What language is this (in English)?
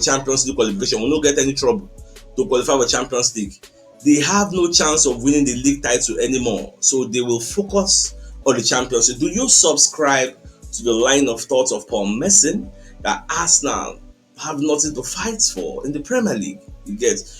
Nigerian Pidgin